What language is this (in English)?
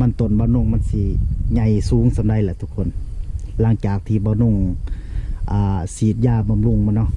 Northeastern Thai